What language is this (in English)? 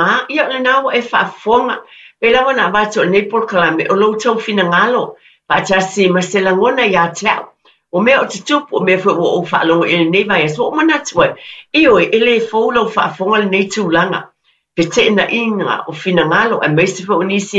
Samoan